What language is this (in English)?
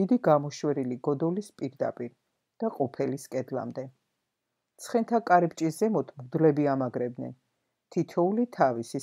Georgian